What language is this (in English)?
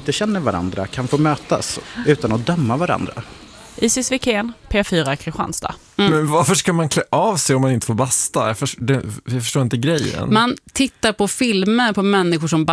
Swedish